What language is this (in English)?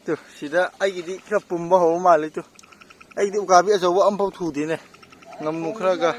Manipuri